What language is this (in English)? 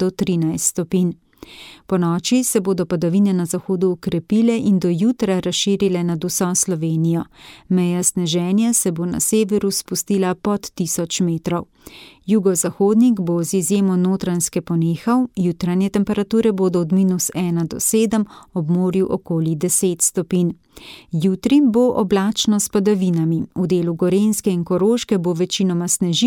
Slovenian